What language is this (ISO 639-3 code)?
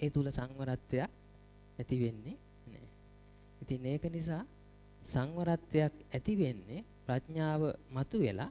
sin